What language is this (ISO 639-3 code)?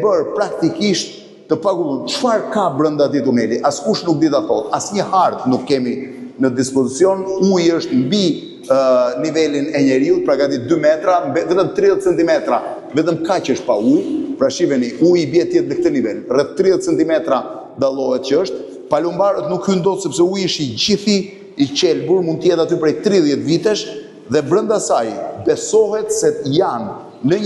sqi